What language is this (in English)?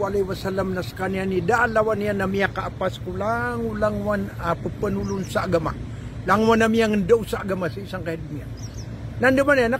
Maranao